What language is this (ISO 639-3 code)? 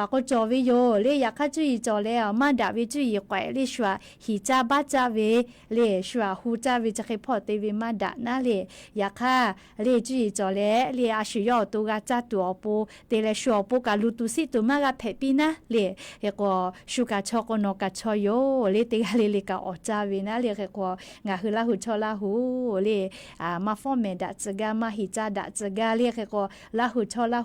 lhu